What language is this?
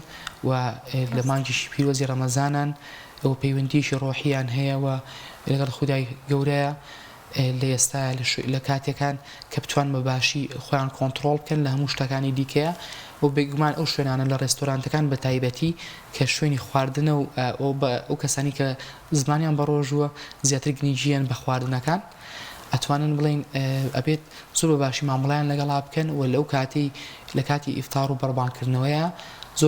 Central Kurdish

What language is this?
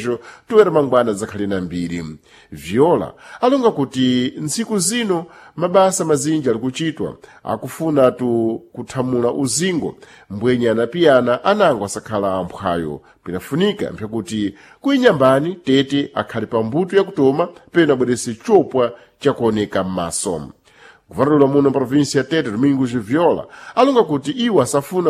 Sena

